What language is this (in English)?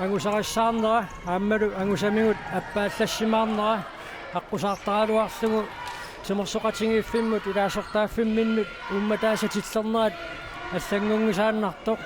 Kalaallisut